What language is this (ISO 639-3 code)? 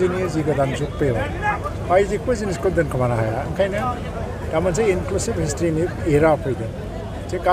brx